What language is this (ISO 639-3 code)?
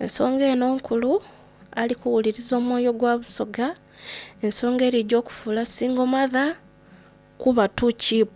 xog